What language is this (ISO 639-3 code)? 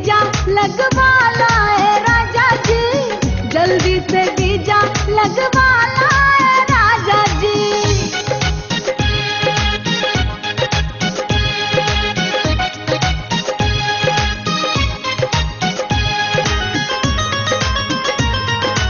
bho